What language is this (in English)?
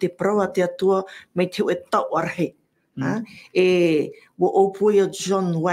Tahitian